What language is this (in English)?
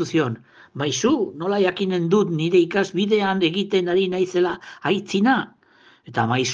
Basque